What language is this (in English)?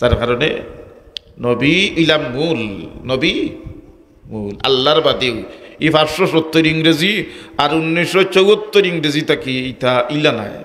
Sylheti